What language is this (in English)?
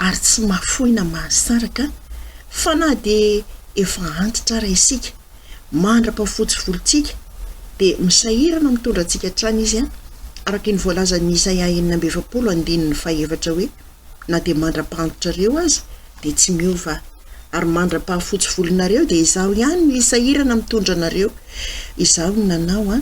Malagasy